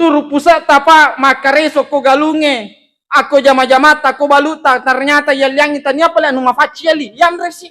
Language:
Buginese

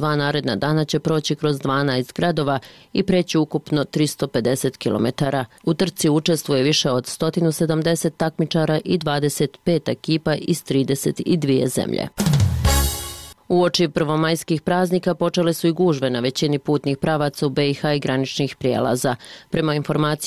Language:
Bosnian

